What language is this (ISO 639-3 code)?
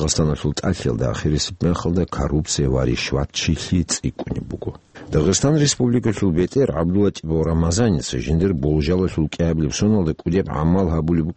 ava